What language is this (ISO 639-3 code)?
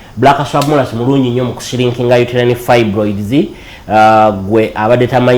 lug